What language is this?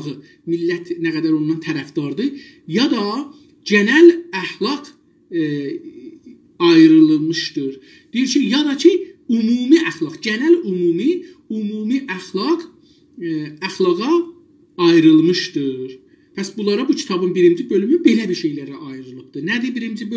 South Azerbaijani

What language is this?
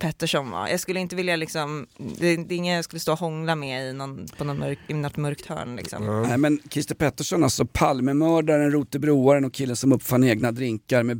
Swedish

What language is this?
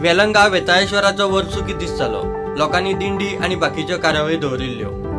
Konkani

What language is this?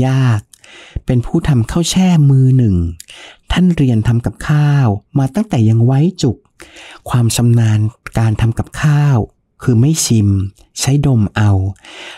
Thai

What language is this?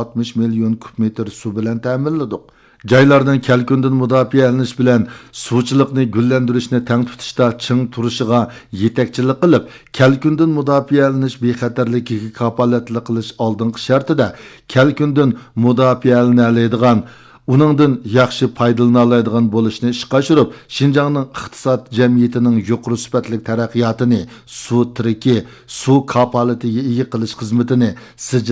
Uyghur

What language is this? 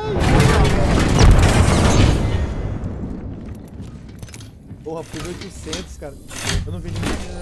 Portuguese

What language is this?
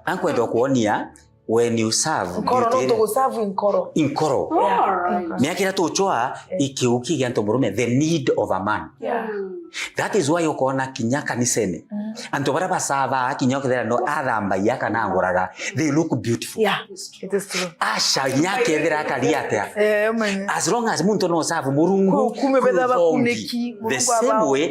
Meru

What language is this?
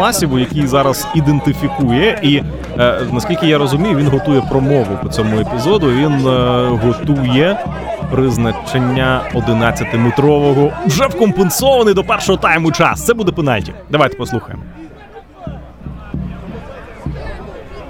Ukrainian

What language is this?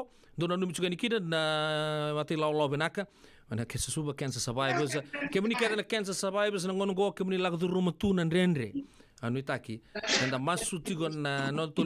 Fijian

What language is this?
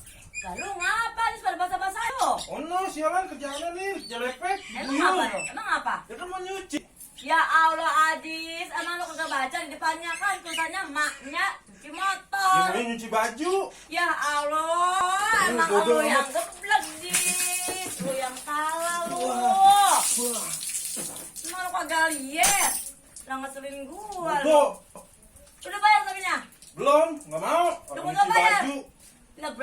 Betawi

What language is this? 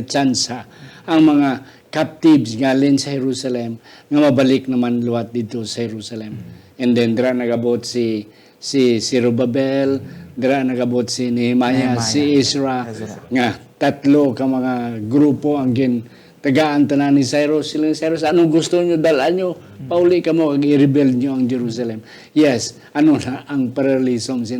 Hiligaynon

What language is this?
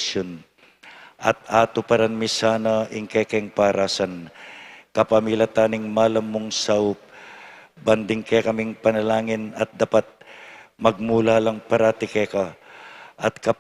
Pampanga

